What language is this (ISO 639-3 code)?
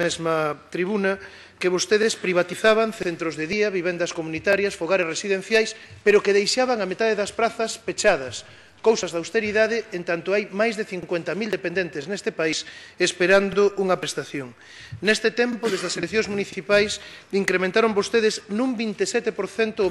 glg